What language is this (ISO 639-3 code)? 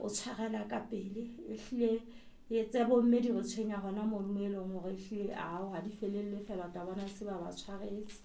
sot